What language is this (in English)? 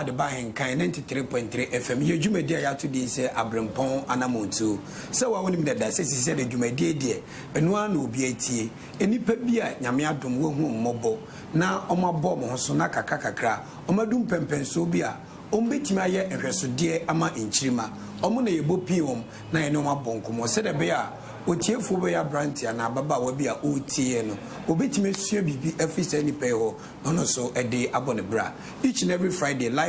Akan